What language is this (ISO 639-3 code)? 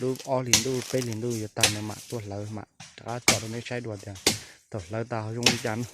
hmn